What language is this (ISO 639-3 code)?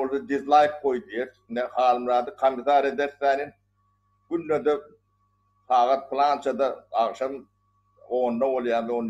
tuk